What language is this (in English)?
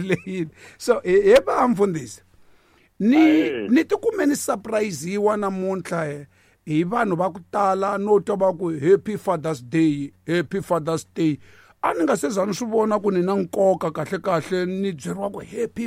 Tsonga